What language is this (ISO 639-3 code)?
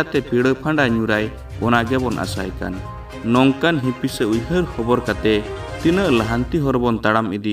sat